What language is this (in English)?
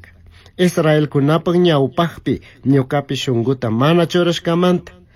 Chimborazo Highland Quichua